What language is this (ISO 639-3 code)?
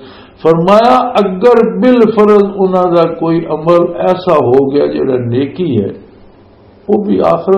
lah